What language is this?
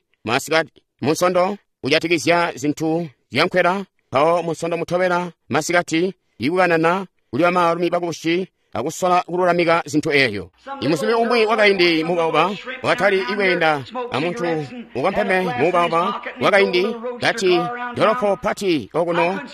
Tonga (Zambia)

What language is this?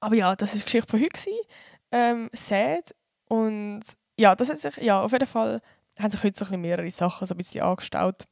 Swiss German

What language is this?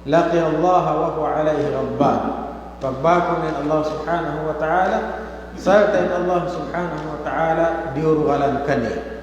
Tausug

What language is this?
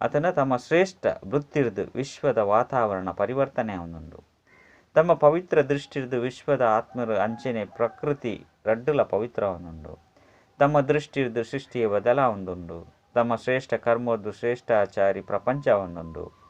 Tulu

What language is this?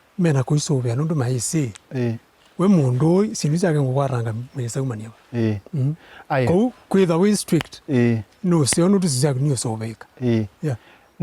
Kamba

